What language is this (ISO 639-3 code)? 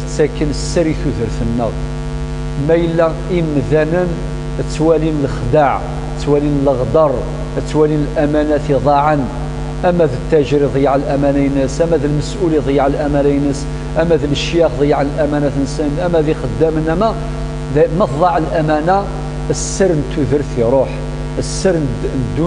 kab